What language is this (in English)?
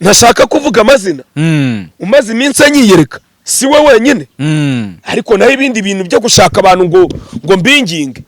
Kinyarwanda